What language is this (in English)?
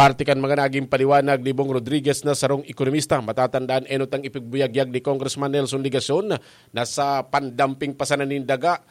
Bikol